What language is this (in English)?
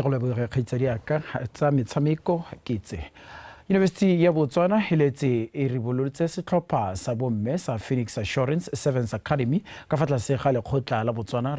Tswana